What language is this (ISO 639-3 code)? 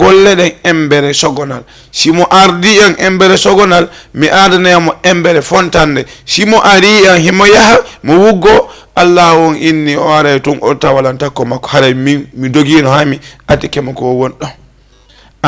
ful